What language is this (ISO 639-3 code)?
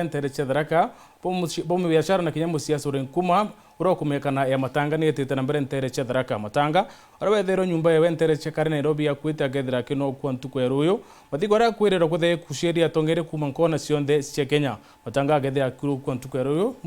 mer